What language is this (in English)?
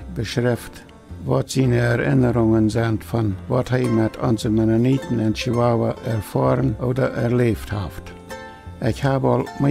Plautdietsch